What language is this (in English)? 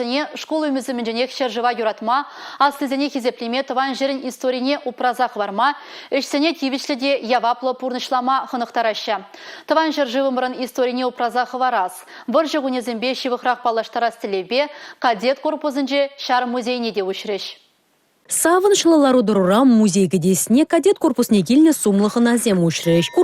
Chuvash